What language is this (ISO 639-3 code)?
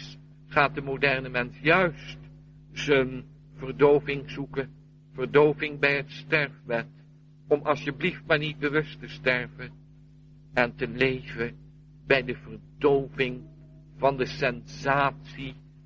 nld